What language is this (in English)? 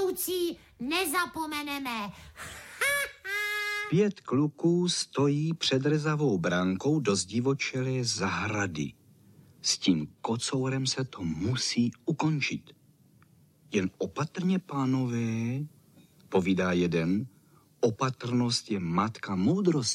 Czech